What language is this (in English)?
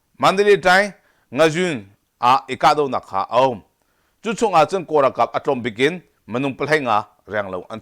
Hakha Chin